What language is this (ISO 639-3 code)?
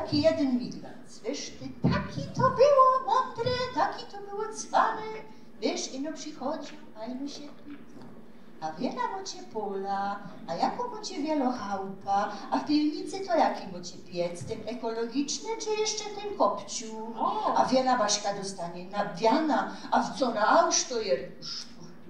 szl